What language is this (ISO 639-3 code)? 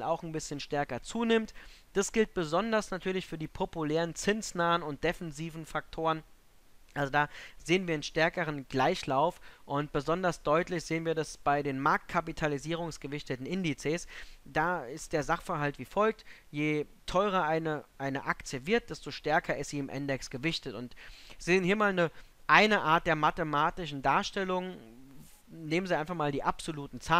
deu